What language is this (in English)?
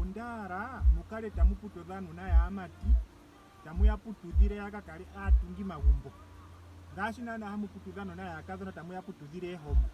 Ndonga